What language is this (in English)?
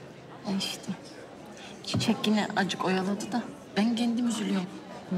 Turkish